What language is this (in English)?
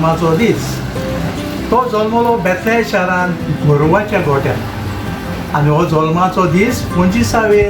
Konkani